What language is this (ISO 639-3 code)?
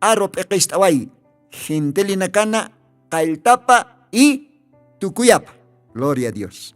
aym